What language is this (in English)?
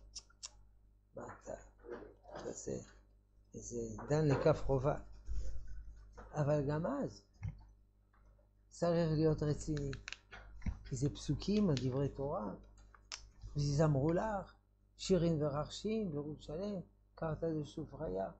Hebrew